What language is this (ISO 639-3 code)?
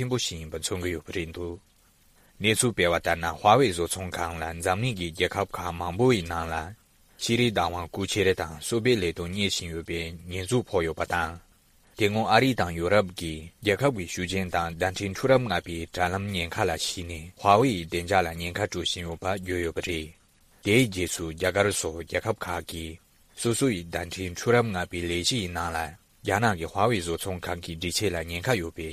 bod